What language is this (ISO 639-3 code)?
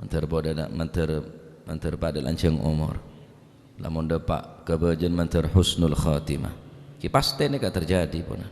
mad